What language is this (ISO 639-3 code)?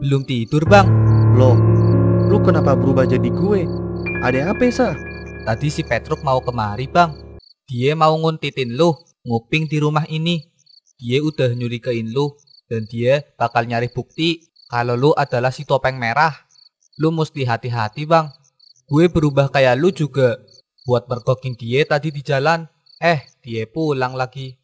bew